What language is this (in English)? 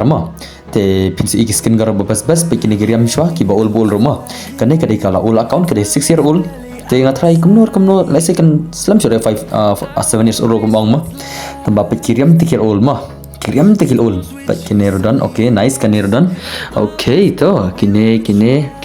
Khasi